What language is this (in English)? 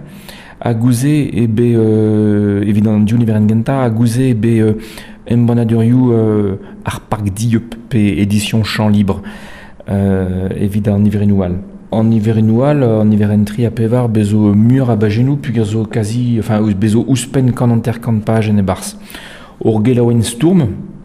Breton